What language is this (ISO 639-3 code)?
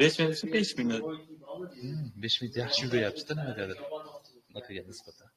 uzb